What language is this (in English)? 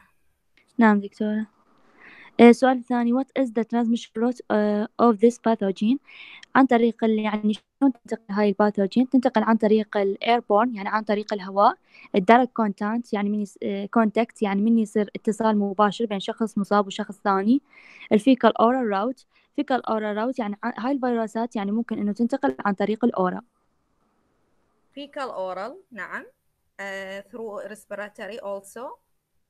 Mesopotamian Arabic